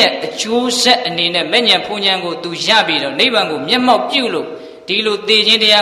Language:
Burmese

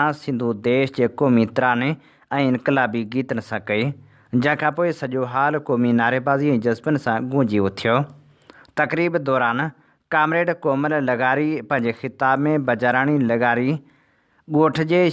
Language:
Sindhi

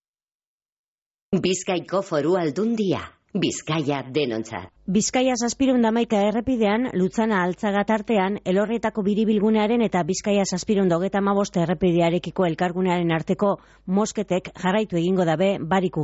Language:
Basque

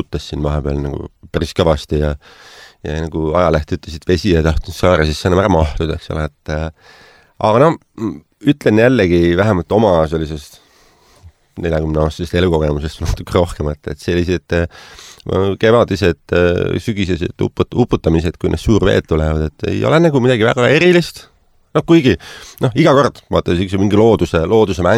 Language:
Estonian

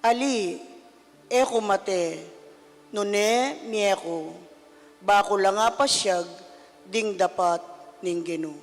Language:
Pampanga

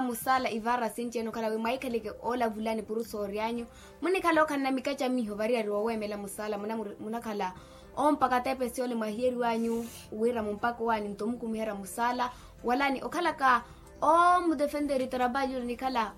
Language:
Makhuwa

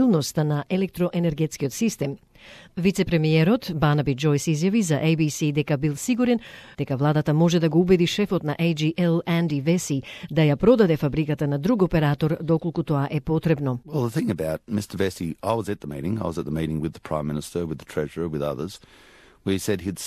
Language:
Macedonian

